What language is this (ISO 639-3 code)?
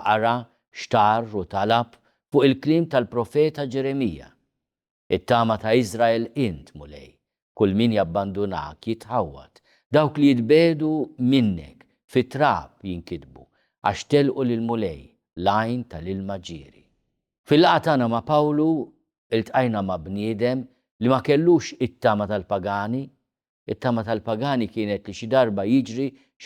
mlt